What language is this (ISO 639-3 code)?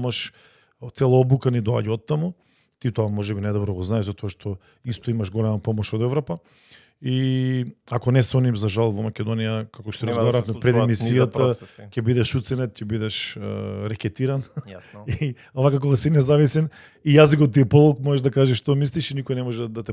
mkd